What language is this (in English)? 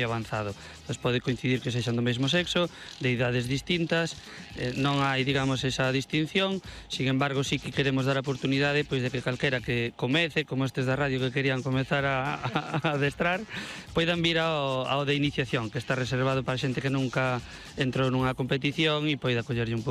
Galician